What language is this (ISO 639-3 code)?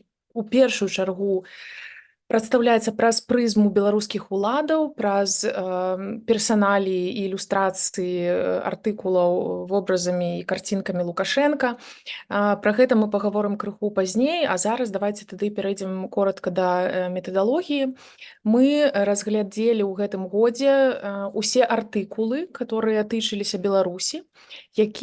bel